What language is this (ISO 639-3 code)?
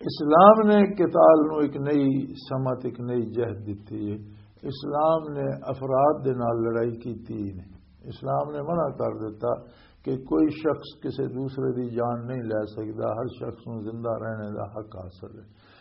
lah